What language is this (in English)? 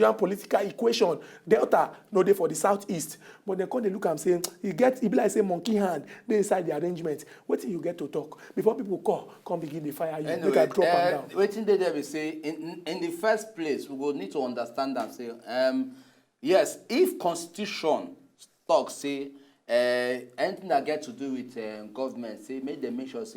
Nigerian Pidgin